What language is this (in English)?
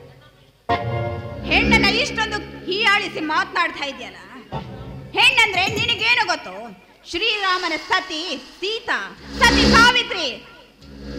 Kannada